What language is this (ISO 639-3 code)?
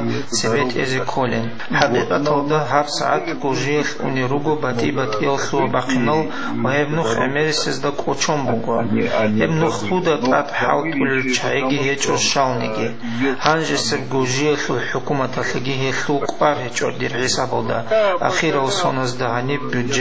ava